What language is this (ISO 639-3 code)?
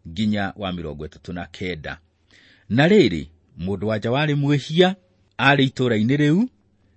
kik